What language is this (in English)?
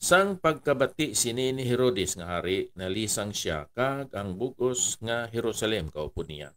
Hiligaynon